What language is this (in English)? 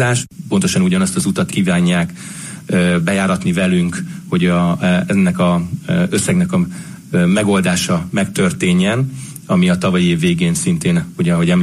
Hungarian